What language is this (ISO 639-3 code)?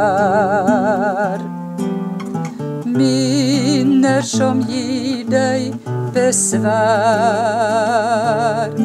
nor